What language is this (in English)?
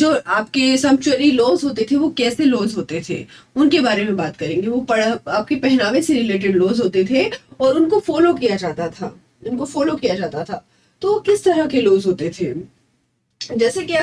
Hindi